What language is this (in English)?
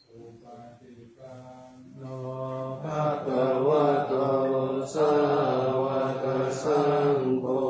Pali